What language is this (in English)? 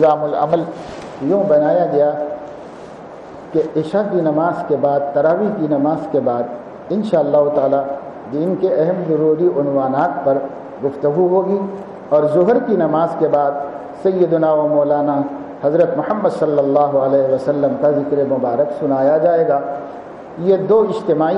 Urdu